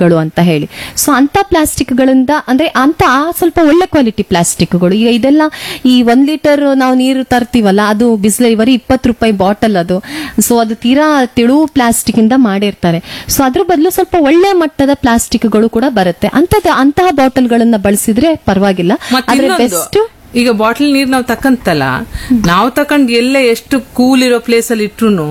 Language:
Kannada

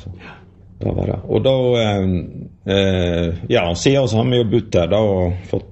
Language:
Norwegian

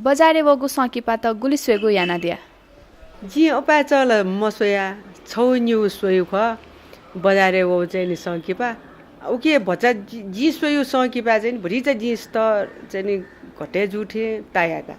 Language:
Newari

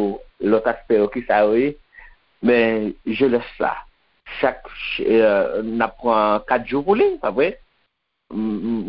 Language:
Haitian Creole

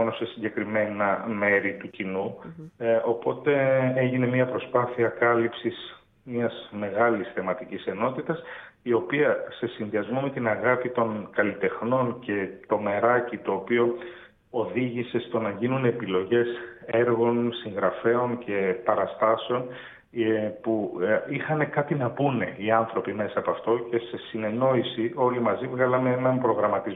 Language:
Greek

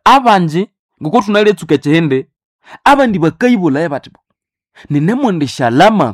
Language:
Nande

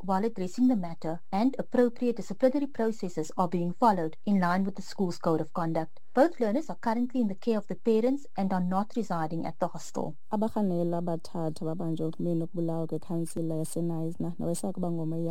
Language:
Xhosa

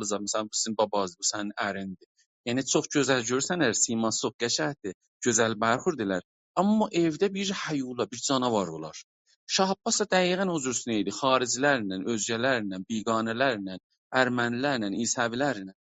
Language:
South Azerbaijani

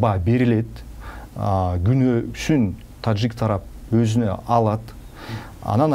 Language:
Kyrgyz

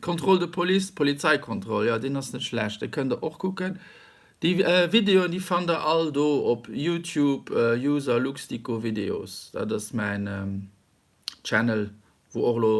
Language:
Luxembourgish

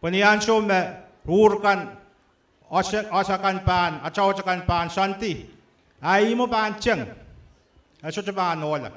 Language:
Pohnpeian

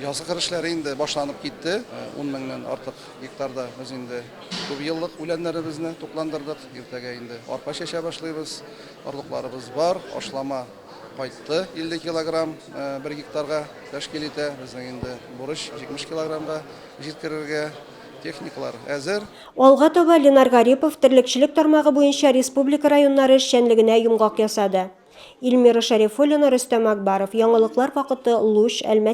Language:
Tatar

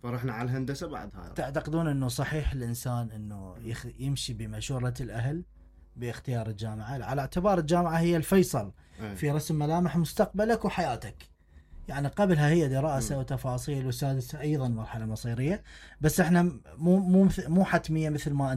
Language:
Mesopotamian Arabic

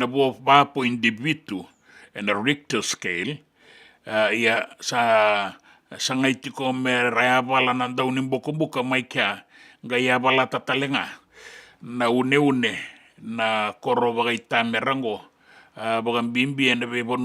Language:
Fijian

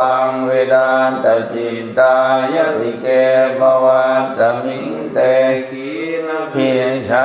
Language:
Pali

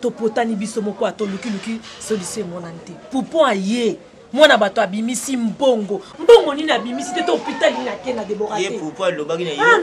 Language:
Lingala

